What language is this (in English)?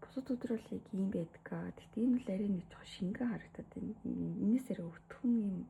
Mongolian